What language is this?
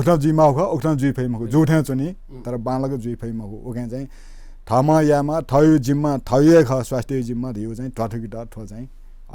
Newari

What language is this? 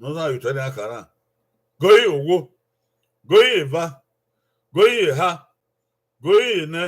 Bini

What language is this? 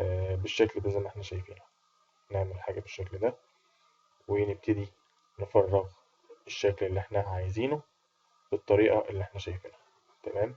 Egyptian Arabic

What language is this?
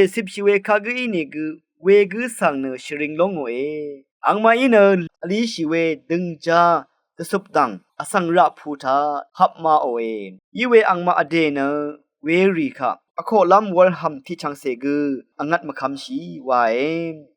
Rawang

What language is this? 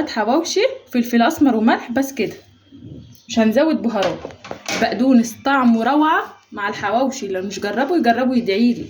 Egyptian Arabic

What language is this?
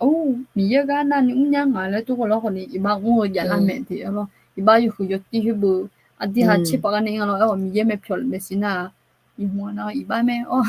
Akha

